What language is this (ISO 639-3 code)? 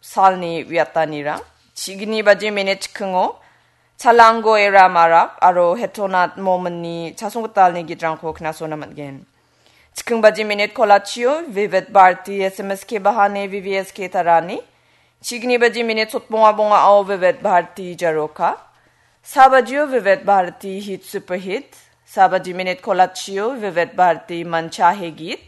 grt